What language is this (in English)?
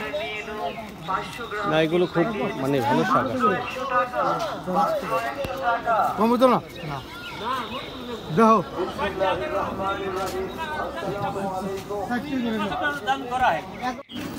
Bangla